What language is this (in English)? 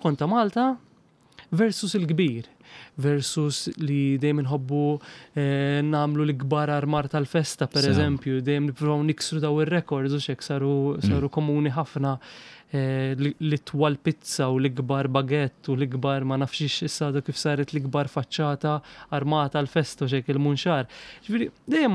Maltese